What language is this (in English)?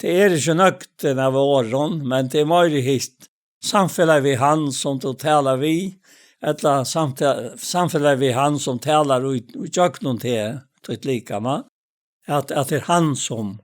Faroese